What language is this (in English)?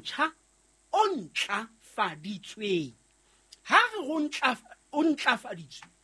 Southern Sotho